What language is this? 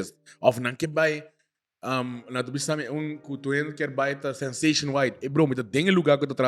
Papiamento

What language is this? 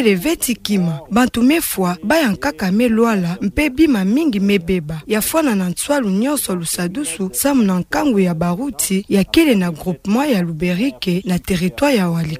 Kituba (Democratic Republic of Congo)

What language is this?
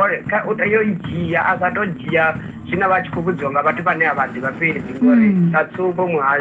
Venda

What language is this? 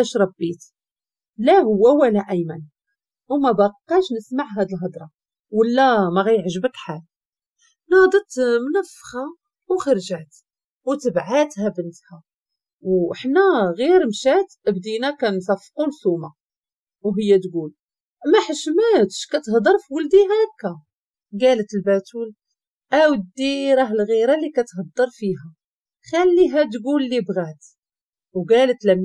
Moroccan Arabic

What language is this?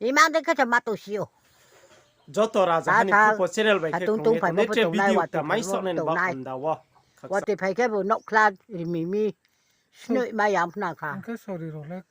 Riang (India)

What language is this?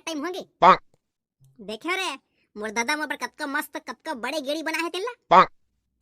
Chhattisgarhi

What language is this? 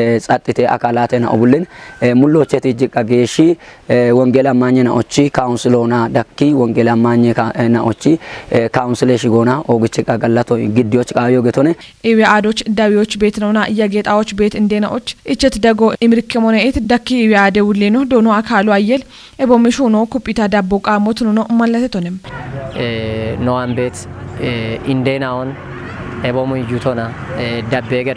Kafa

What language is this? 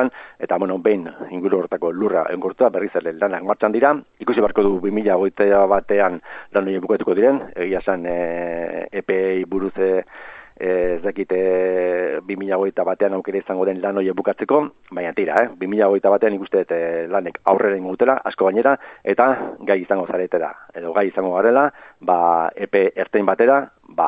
Basque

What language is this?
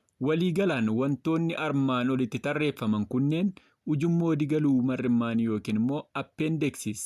Oromo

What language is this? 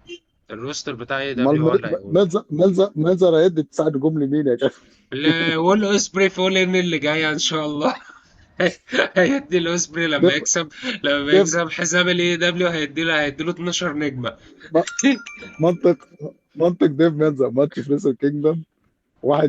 Egyptian Arabic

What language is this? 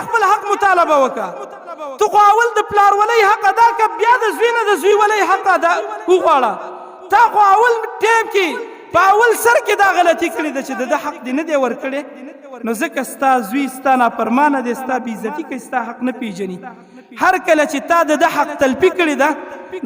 Pashto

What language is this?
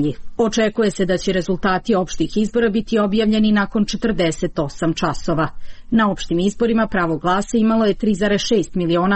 Serbian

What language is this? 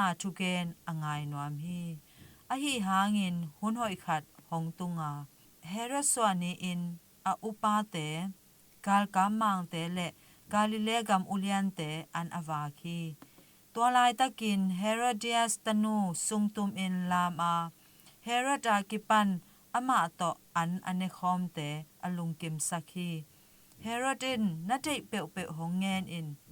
Tedim Chin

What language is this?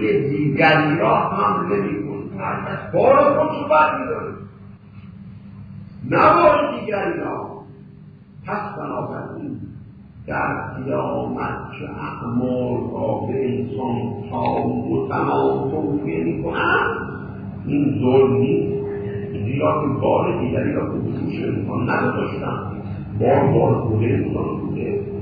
Persian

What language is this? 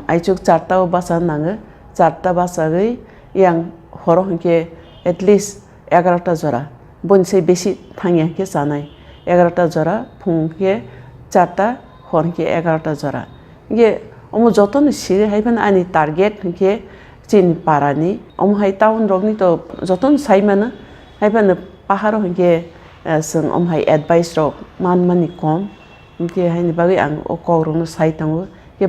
Kok Borok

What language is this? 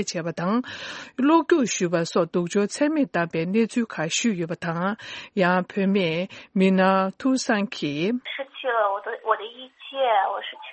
Tibetan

